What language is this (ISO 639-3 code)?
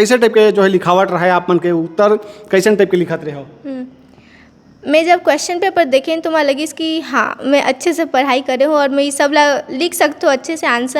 hne